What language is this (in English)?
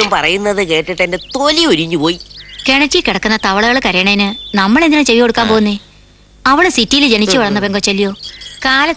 Malayalam